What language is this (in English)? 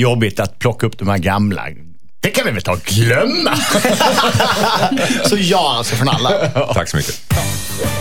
Swedish